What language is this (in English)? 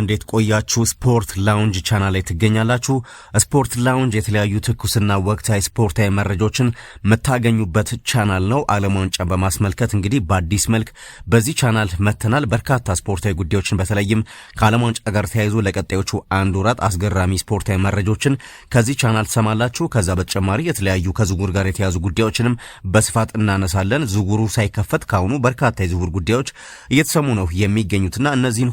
Amharic